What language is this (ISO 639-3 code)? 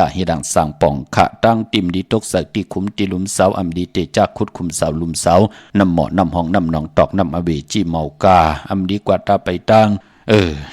shn